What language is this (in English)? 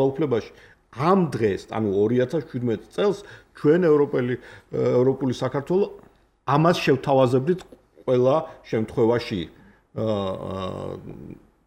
Georgian